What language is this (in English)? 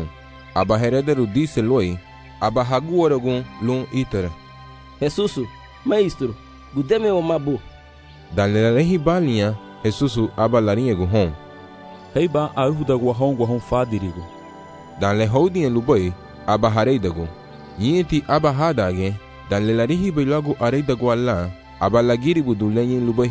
Garifuna